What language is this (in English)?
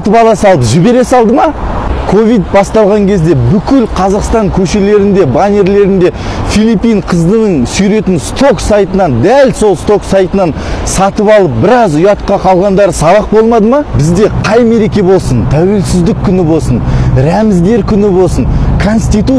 Kazakh